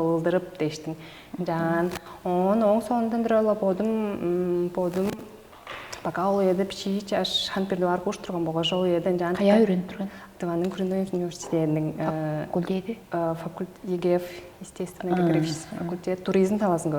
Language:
Tuvinian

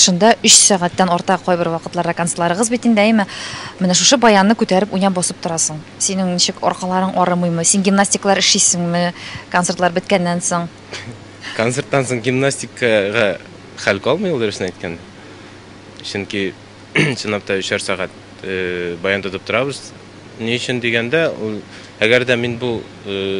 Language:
Tatar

